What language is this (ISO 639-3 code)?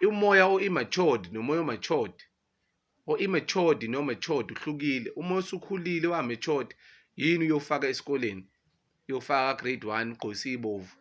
zul